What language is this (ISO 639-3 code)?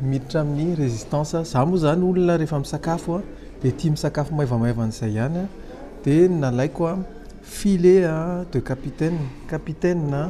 mlg